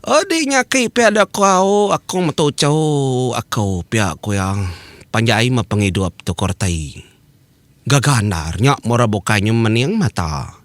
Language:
Iban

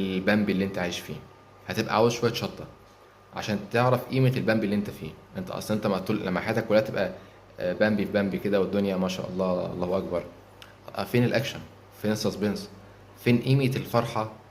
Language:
Egyptian Arabic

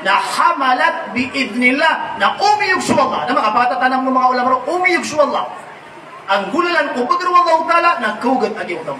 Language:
Maranao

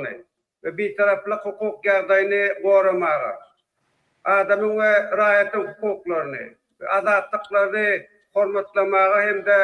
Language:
Turkmen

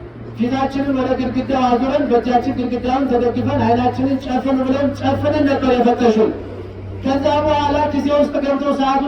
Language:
Amharic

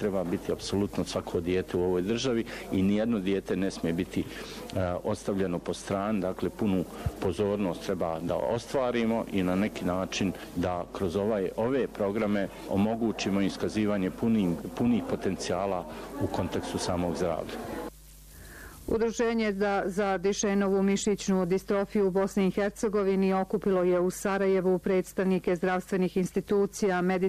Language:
Bosnian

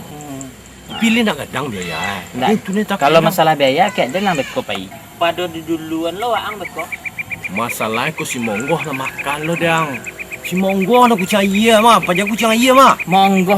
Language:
Minangkabau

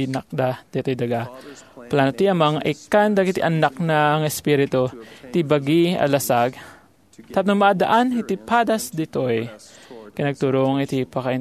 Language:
Iloko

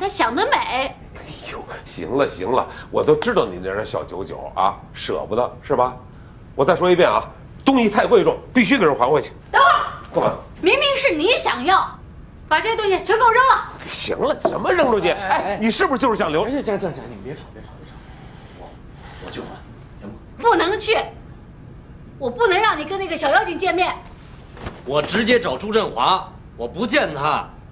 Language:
Chinese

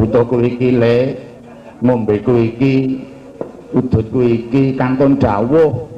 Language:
Javanese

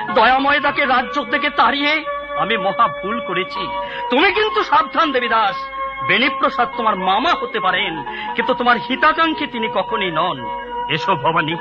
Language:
Bangla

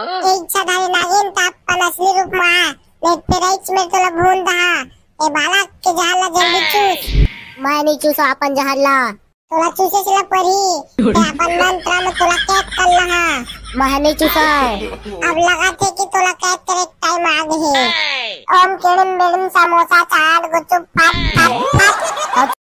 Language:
Chhattisgarhi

